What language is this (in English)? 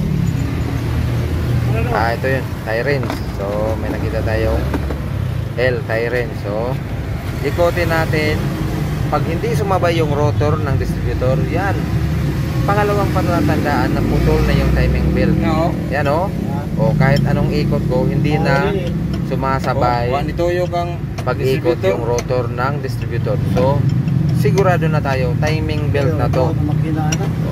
Filipino